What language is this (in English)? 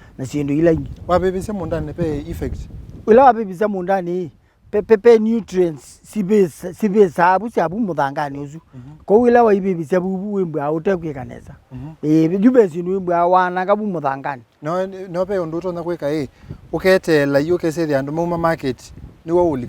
Kamba